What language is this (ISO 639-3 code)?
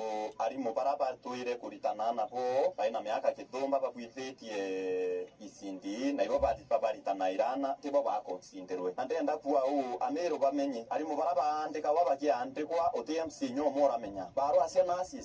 mer